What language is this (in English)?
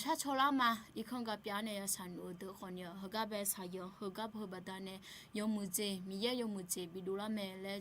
Akha